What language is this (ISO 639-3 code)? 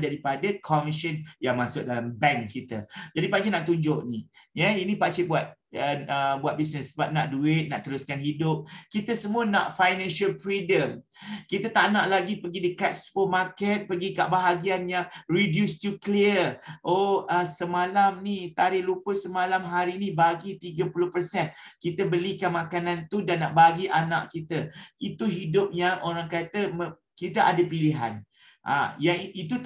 msa